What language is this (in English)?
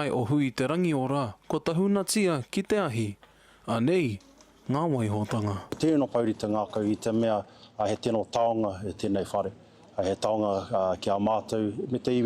Māori